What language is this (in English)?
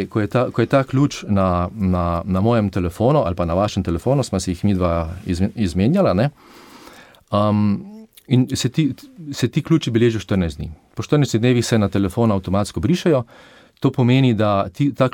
Slovenian